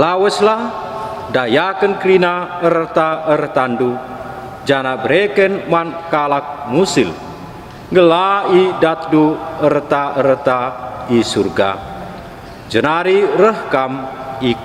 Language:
Batak Karo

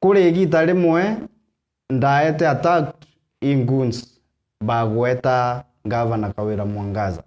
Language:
Meru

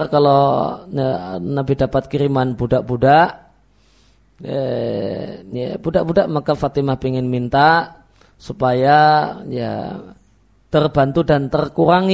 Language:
Indonesian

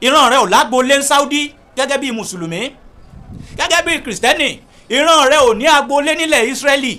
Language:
Yoruba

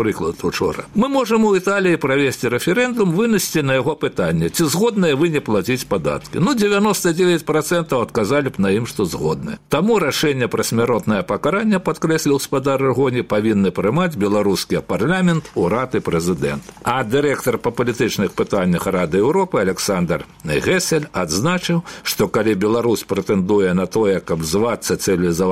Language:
Belarusian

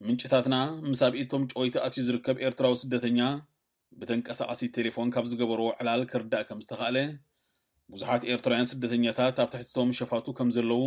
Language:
Tigrinya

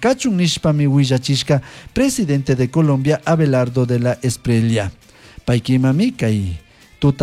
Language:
Chimborazo Highland Quichua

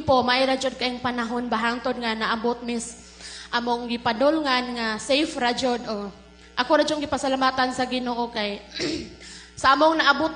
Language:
Cebuano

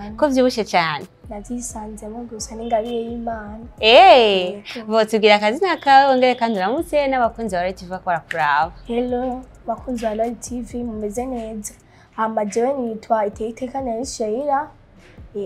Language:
Rundi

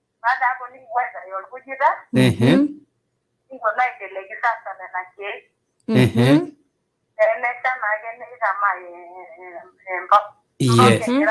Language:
Masai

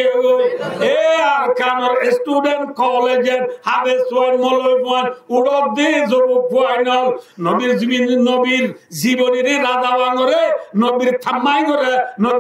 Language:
Rohingya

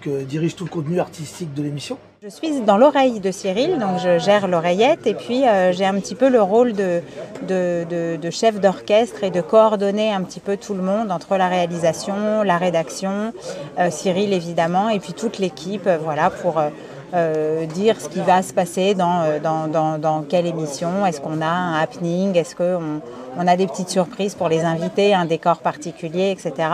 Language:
French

